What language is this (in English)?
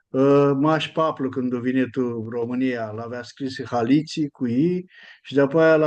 Aromanian